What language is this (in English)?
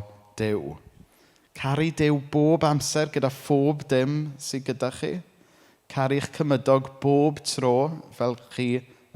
Welsh